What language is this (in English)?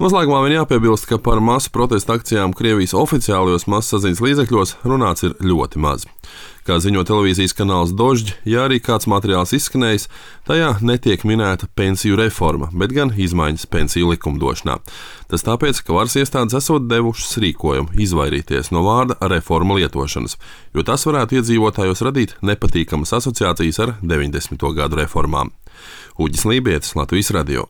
Latvian